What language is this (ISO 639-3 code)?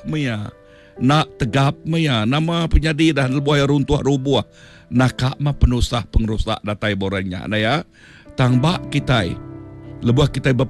iba